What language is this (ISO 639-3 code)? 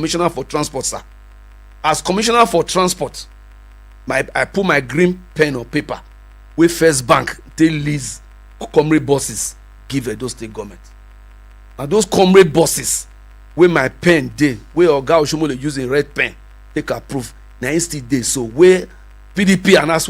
pcm